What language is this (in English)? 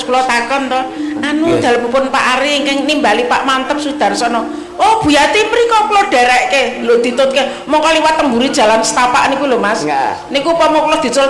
Javanese